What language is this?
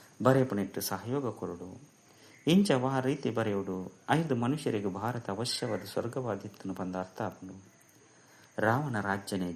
Tulu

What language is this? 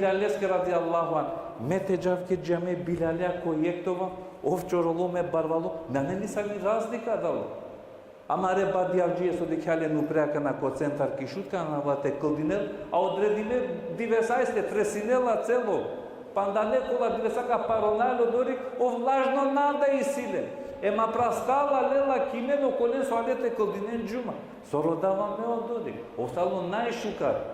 Balkan Romani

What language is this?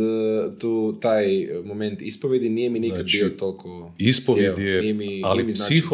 Croatian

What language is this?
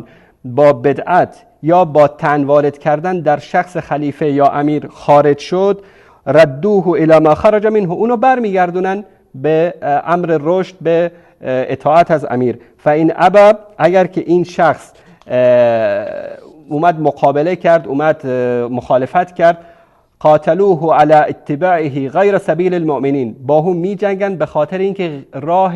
Persian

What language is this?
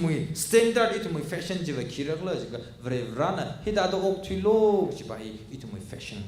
Tangkhul Naga (India)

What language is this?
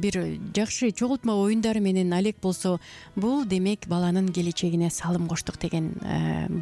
Kyrgyz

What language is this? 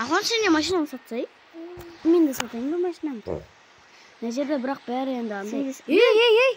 Kazakh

